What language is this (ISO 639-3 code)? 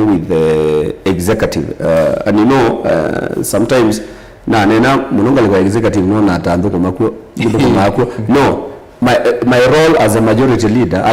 kam